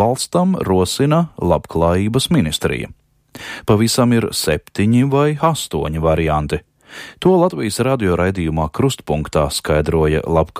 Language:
Latvian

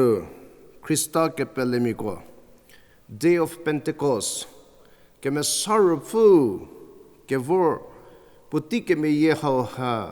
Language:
Angami Naga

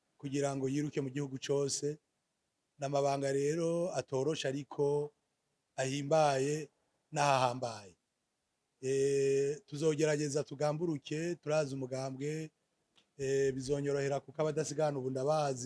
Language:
Rundi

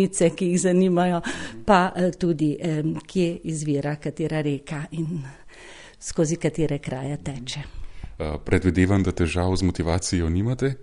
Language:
Slovenian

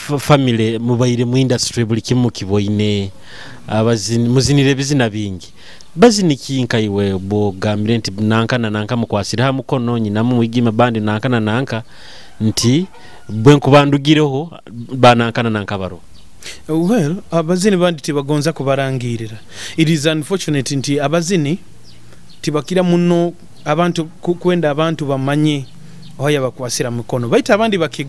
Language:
Nyoro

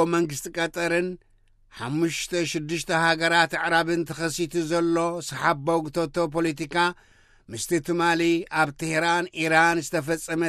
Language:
Tigrinya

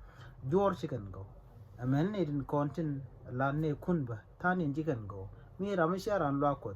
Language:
Nuer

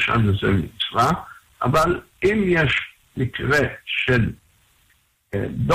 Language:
Hebrew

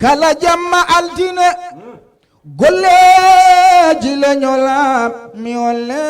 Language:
Fula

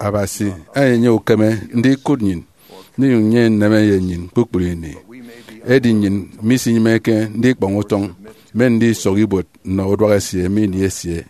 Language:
Efik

